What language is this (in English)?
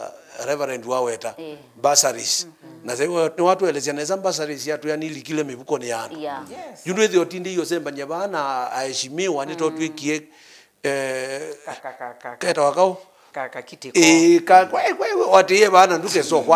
Kamba